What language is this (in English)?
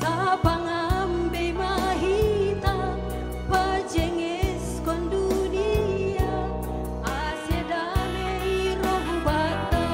Batak Simalungun